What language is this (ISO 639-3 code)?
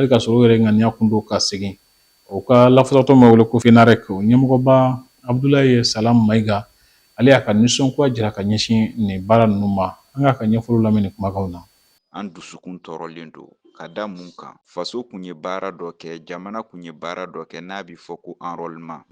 bam